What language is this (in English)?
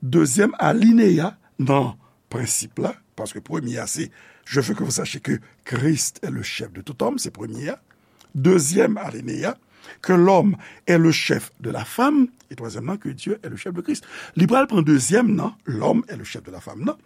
Haitian Creole